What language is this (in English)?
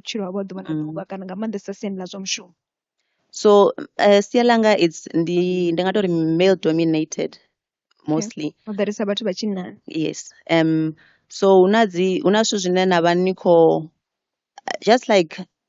Venda